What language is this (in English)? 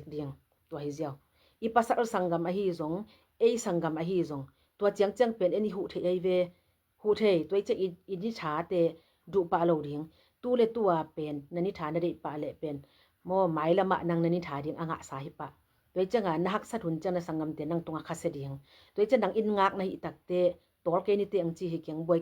Tedim Chin